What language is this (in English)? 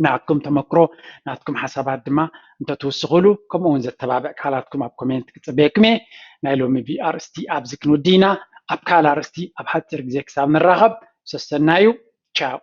Tigrinya